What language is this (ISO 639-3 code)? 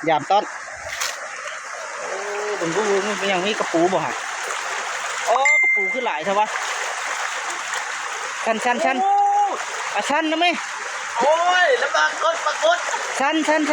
lao